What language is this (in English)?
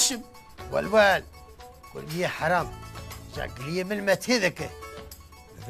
Kurdish